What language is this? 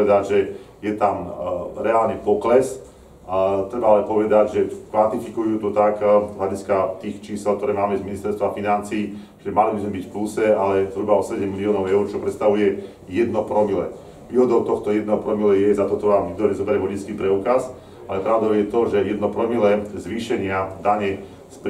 Slovak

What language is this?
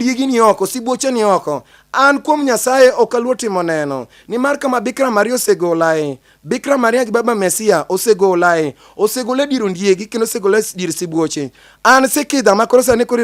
Luo (Kenya and Tanzania)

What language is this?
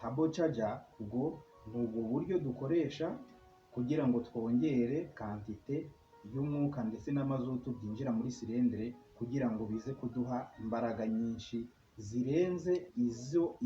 Kinyarwanda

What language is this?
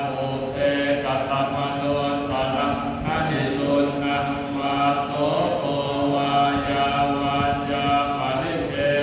Pali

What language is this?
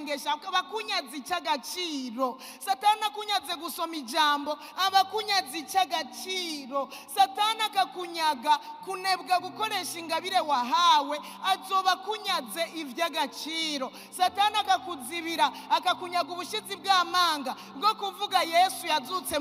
Rundi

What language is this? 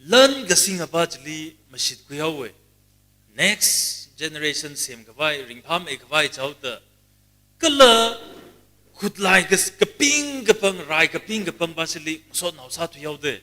Tangkhul Naga (India)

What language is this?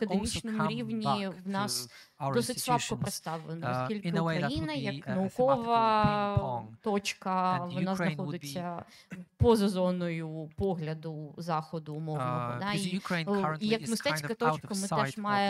Ukrainian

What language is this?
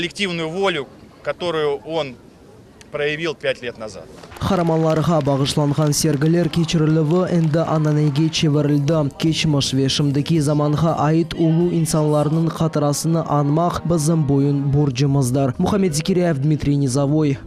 Crimean Tatar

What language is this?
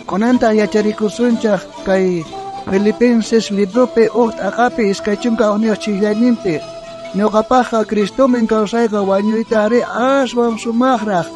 South Bolivian Quechua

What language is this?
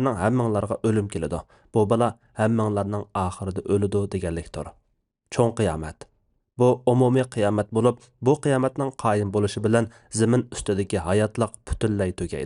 Uyghur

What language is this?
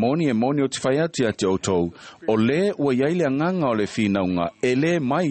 Samoan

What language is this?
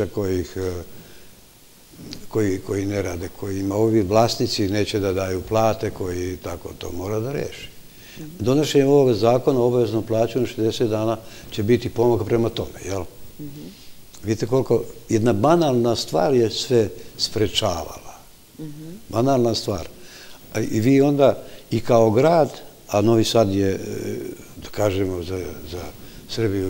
Serbian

